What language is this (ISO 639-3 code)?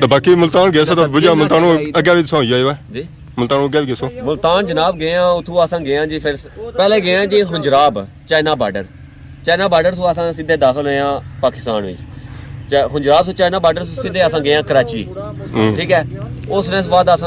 phr